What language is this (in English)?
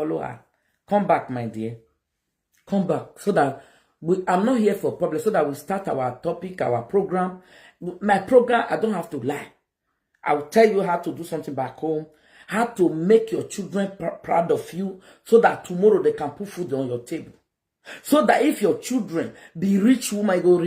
Nigerian Pidgin